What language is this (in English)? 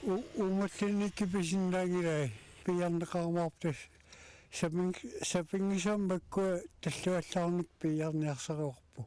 Kalaallisut